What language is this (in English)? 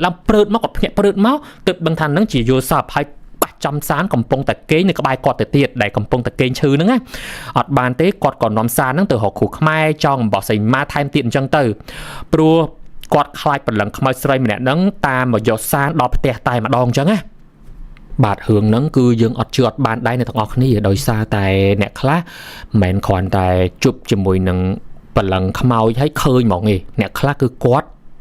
Khmer